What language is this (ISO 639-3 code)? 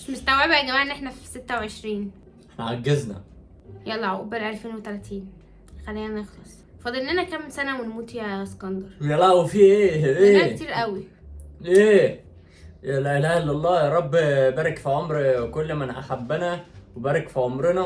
arz